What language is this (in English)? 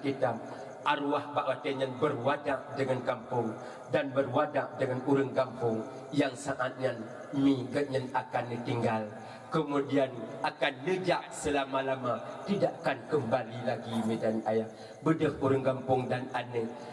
Achinese